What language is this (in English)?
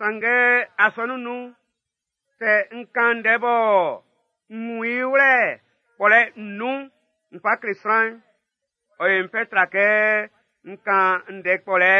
Baoulé